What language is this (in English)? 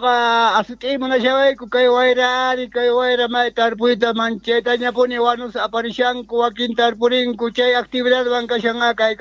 South Bolivian Quechua